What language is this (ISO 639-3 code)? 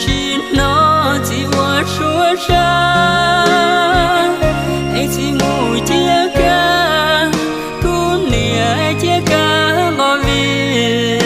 hmn